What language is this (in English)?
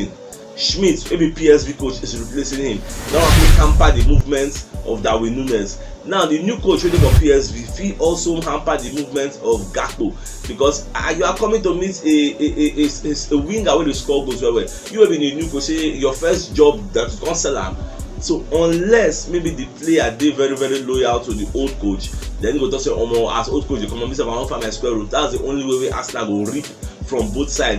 Nigerian Pidgin